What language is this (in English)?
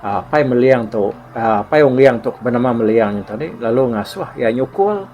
Iban